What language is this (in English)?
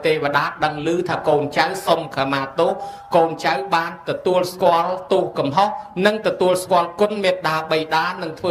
Khmer